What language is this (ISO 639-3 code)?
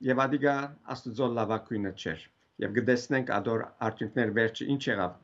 hyw